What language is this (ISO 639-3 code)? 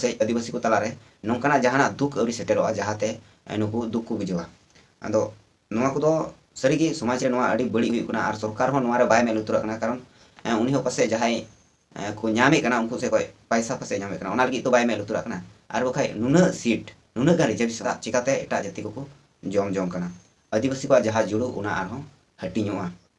sat